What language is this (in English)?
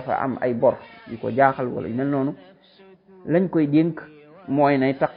Wolof